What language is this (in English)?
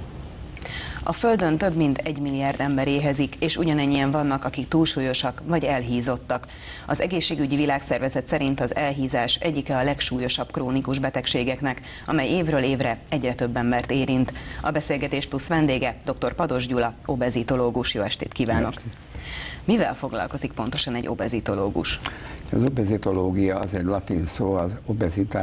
Hungarian